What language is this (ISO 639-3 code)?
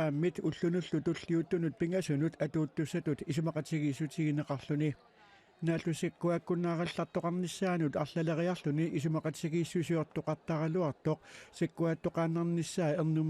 kal